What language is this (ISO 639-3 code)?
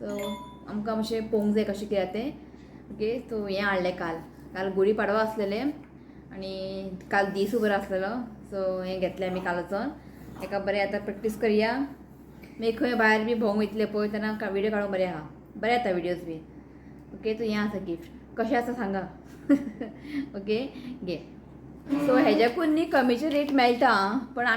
kok